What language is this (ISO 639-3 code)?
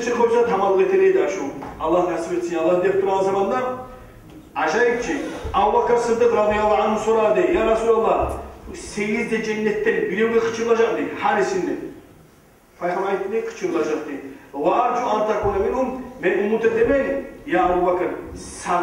kum